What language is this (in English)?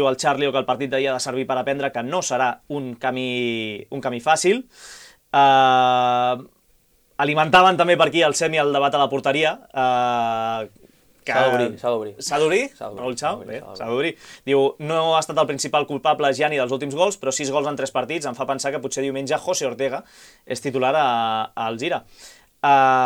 Catalan